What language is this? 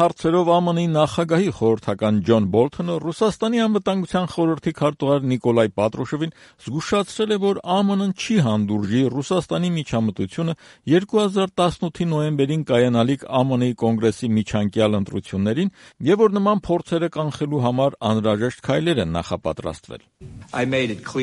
Armenian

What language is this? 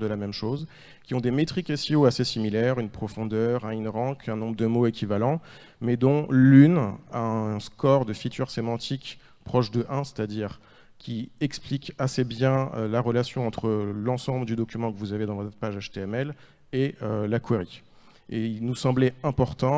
French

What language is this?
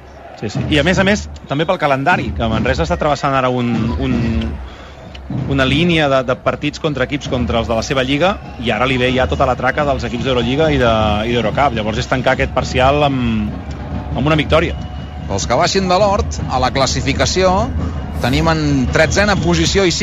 Catalan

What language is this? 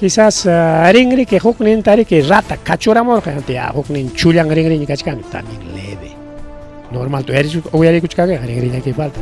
Ayacucho Quechua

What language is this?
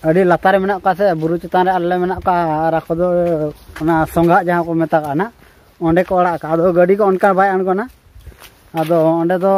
Santali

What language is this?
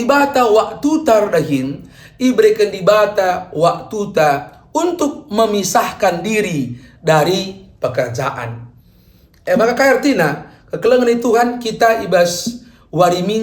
Batak Karo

